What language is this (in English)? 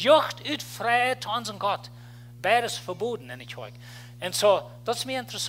Plautdietsch